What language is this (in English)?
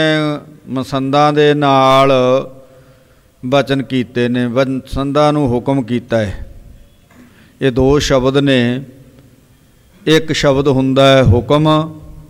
Punjabi